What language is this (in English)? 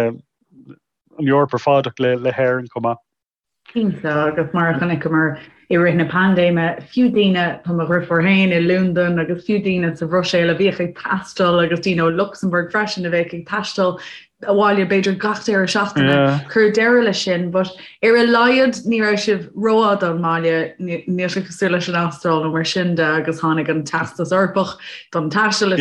Irish